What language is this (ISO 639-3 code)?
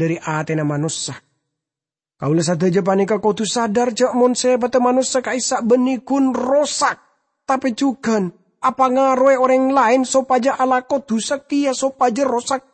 mad